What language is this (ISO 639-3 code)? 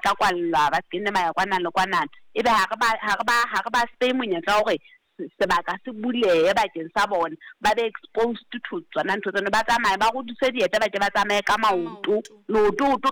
sot